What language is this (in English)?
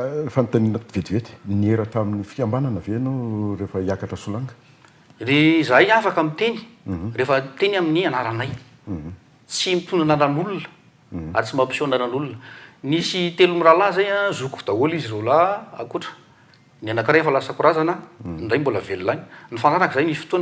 Malagasy